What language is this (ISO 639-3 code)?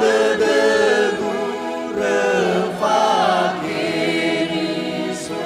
nia